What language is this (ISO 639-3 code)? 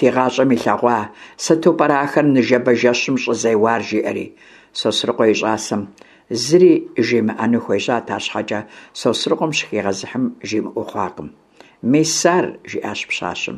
kbd